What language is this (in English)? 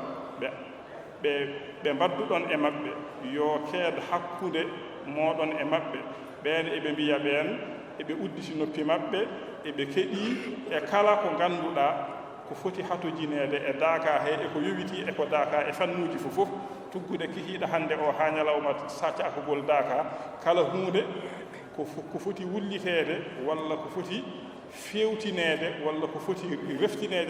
Fula